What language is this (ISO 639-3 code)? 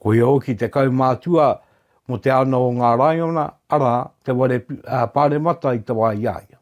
mri